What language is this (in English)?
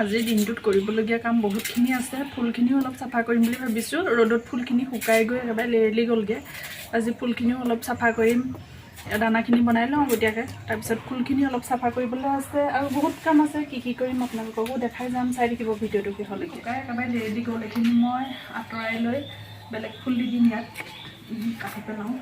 Assamese